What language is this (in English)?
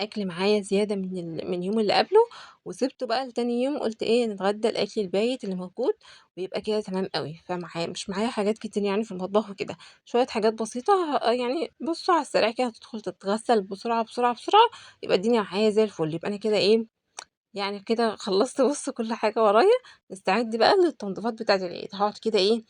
Egyptian Arabic